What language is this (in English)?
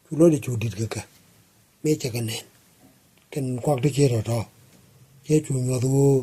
Nuer